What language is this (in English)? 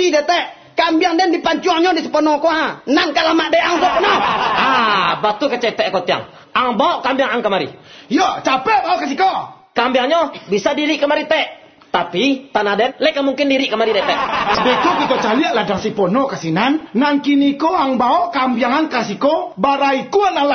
Minangkabau